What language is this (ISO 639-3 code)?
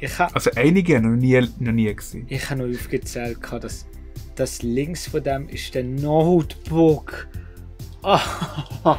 gsw